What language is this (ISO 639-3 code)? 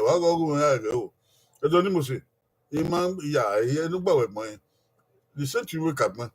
bin